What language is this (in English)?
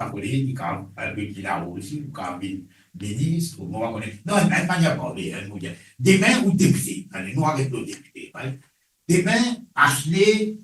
Morisyen